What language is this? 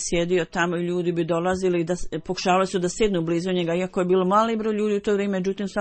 Bosnian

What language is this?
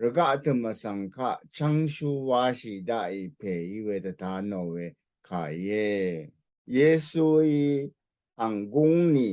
Rawang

